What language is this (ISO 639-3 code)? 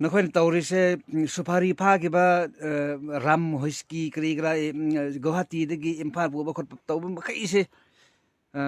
mni